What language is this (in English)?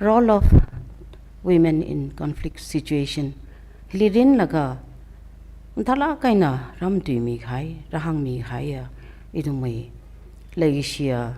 Tangkhul Naga (India)